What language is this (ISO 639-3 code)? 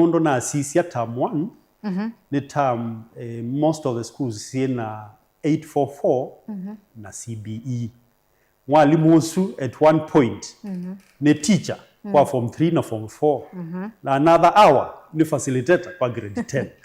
kam